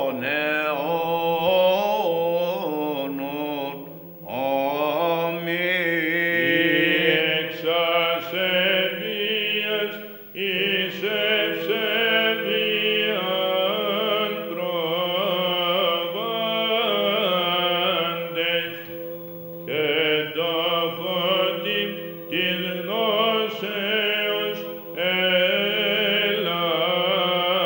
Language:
Greek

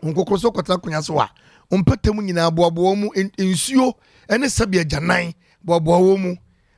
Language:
Akan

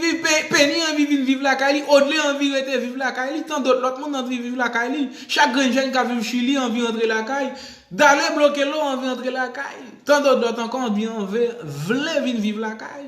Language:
Haitian Creole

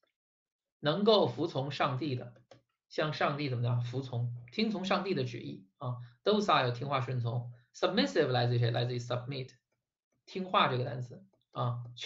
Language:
Chinese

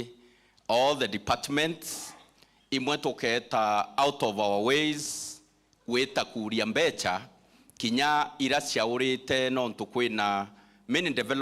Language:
Meru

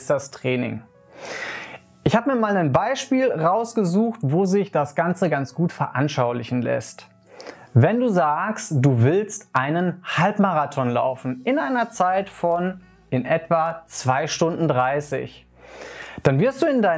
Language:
German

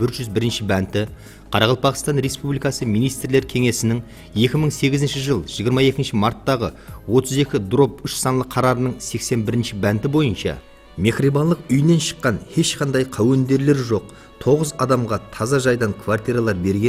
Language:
Kara-Kalpak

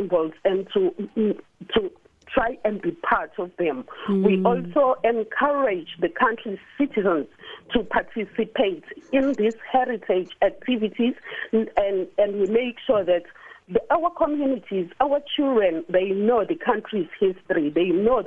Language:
English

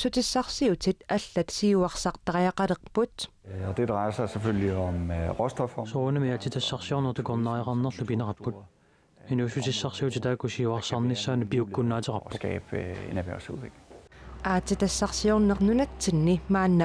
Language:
Kalaallisut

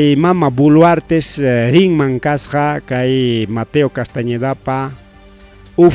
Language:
Ayacucho Quechua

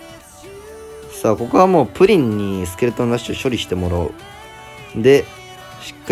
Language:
Japanese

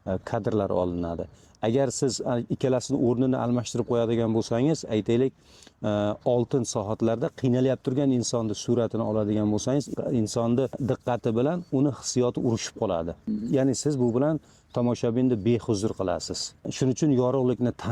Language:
Uzbek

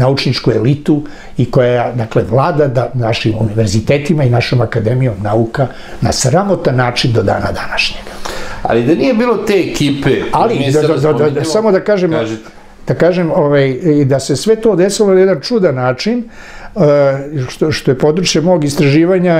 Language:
Serbian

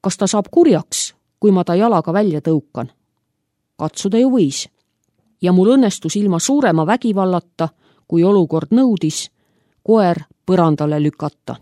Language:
Estonian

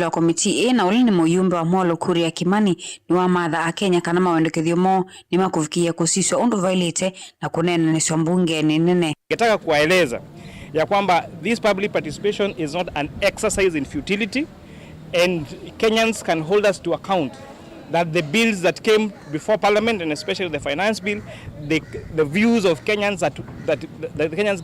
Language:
Kamba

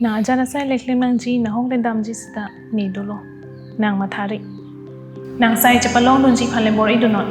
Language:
Karbi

